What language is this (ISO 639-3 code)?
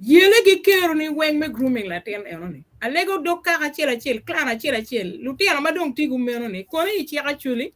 ach